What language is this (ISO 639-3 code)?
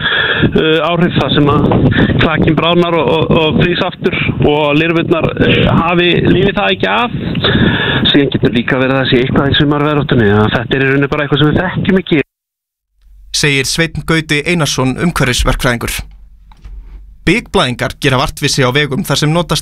isl